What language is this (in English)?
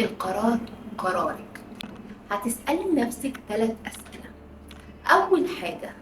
Egyptian Arabic